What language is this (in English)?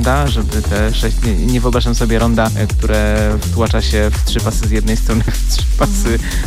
Polish